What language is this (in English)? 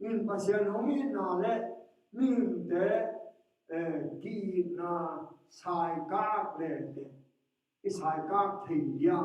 Tedim Chin